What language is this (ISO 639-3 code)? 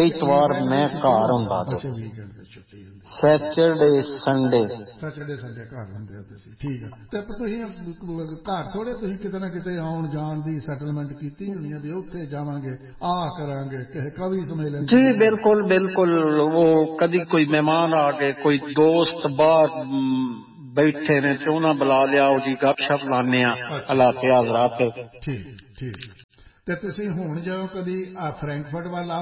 pan